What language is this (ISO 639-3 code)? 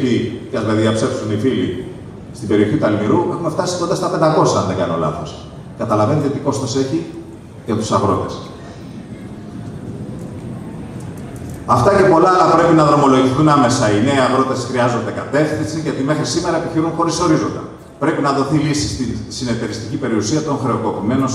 ell